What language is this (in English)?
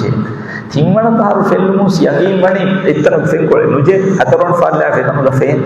Divehi